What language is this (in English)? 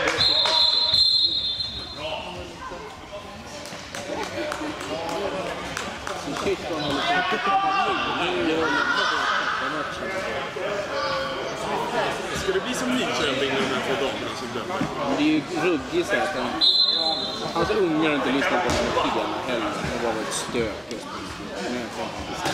Swedish